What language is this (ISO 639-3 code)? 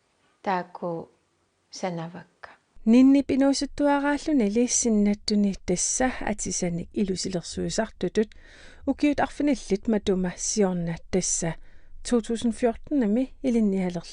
kal